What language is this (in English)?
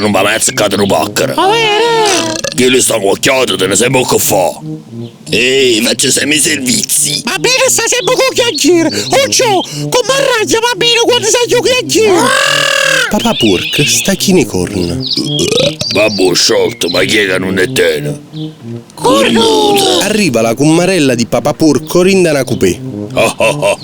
Neapolitan